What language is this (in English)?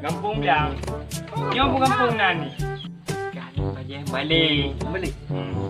Achinese